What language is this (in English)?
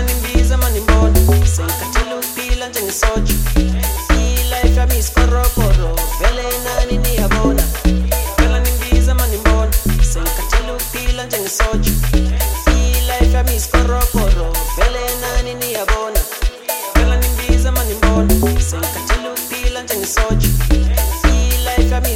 Zulu